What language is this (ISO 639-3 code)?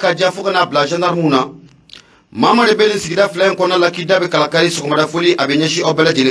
bam